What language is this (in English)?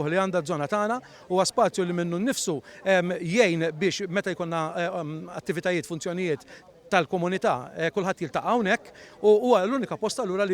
Maltese